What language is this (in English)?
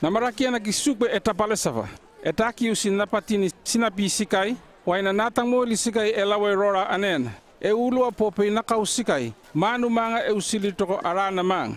North Efate